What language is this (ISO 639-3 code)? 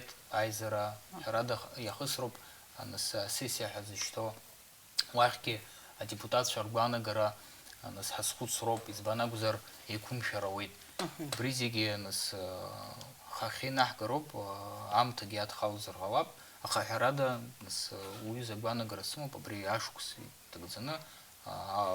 abk